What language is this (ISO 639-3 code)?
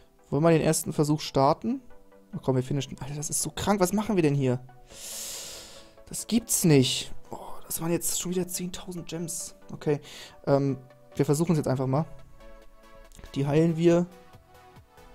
deu